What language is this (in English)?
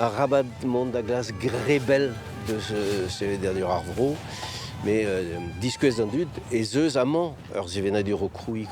Breton